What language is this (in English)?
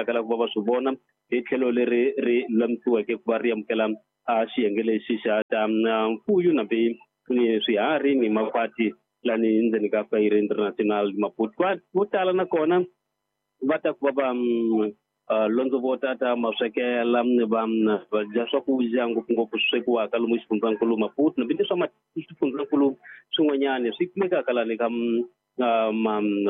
Tsonga